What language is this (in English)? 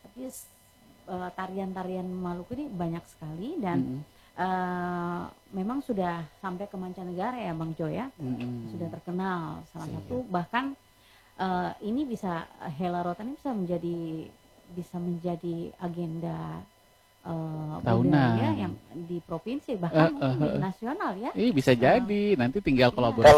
Indonesian